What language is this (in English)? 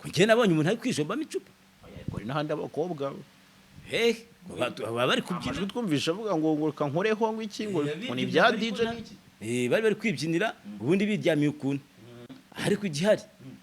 Kinyarwanda